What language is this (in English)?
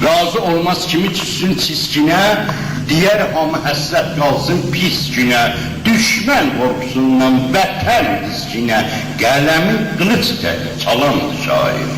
South Azerbaijani